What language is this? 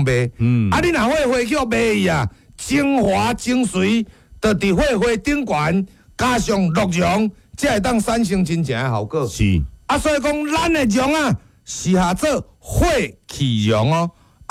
Min Nan Chinese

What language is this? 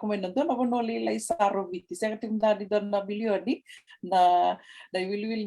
Fijian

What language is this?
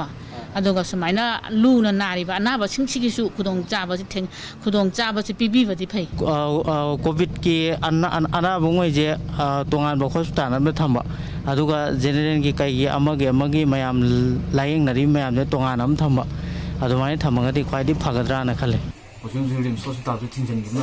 Manipuri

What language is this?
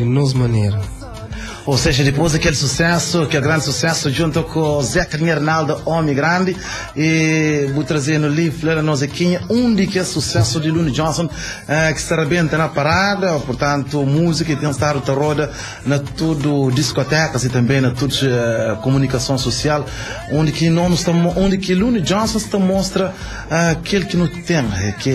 Kabuverdianu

